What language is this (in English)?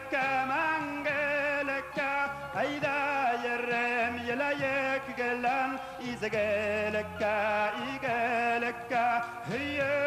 Bashkir